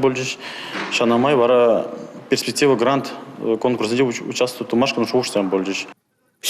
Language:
Chuvash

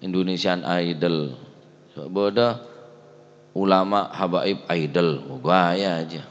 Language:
Madurese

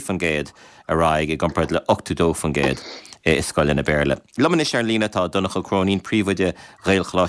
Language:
Irish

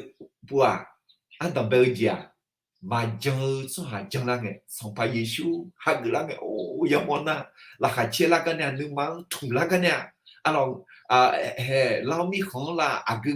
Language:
Akha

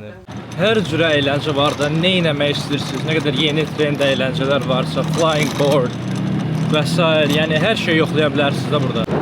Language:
Azerbaijani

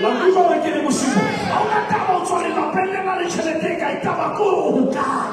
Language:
Southern Sotho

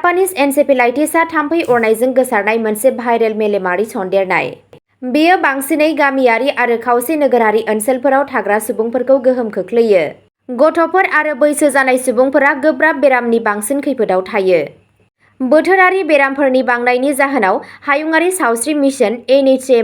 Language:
Bodo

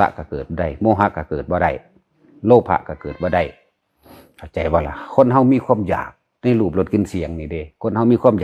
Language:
Northeastern Thai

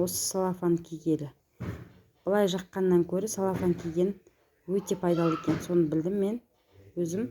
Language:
Kazakh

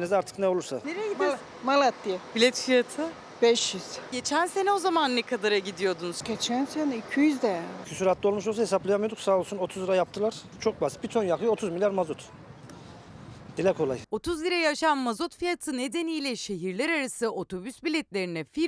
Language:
Turkish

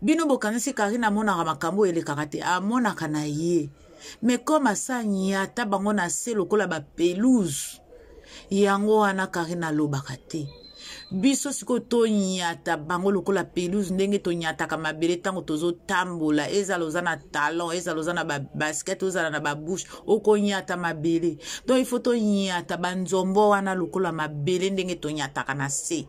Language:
Lingala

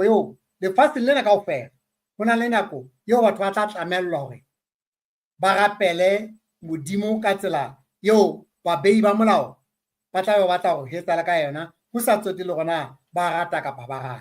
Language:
Southern Sotho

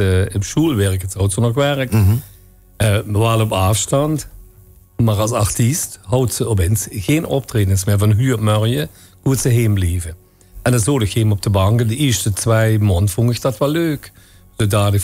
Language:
Limburgish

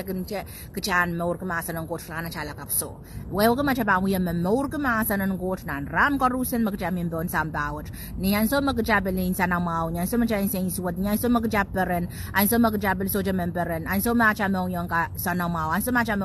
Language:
Pohnpeian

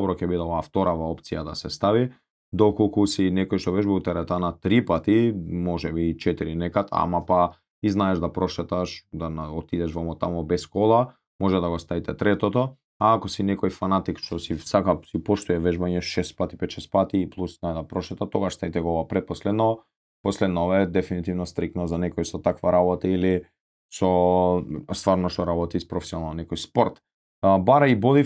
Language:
Macedonian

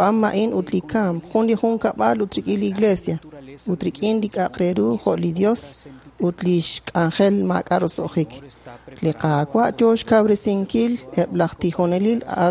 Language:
Kekchí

